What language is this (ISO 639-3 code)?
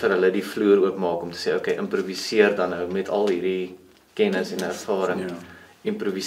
afr